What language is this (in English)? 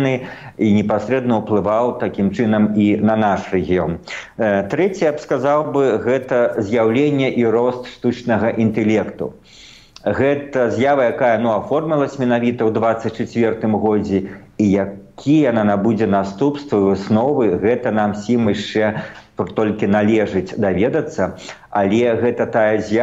Belarusian